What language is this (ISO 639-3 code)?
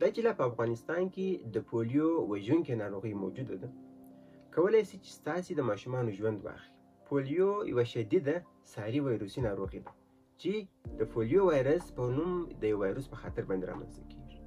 pus